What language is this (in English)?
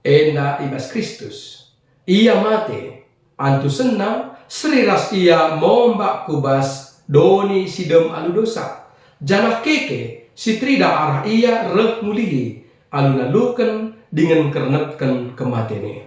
Batak Karo